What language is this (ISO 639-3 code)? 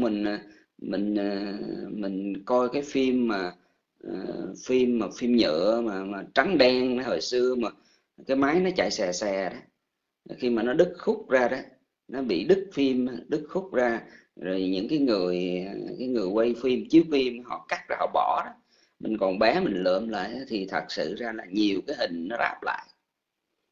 vie